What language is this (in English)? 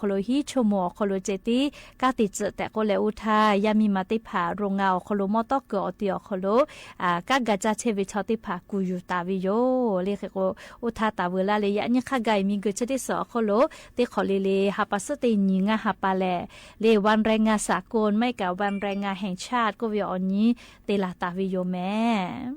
Lahu